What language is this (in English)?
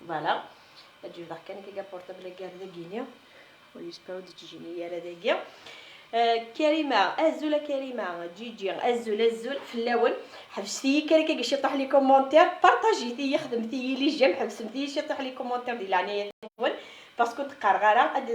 Kabyle